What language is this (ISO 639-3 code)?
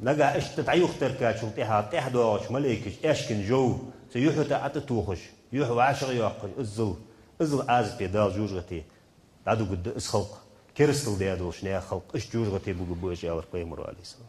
inh